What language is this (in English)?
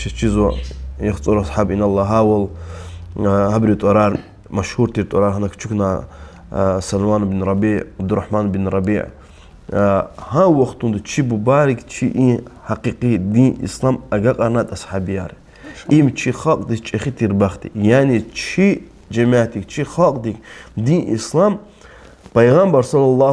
Lezghian